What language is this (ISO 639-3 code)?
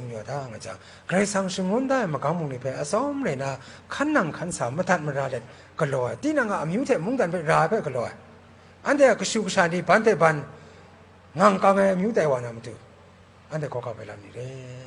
kac